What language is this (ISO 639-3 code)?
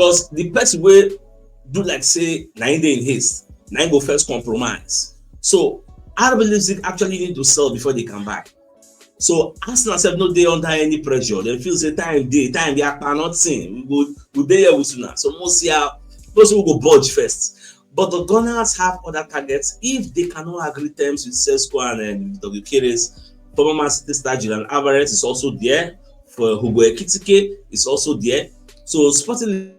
pcm